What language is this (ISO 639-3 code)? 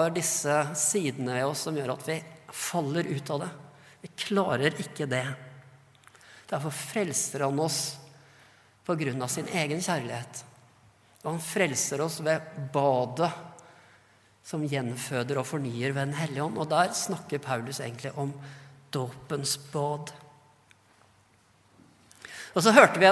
nor